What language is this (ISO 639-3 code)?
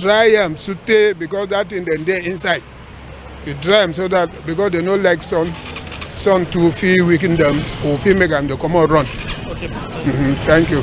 wes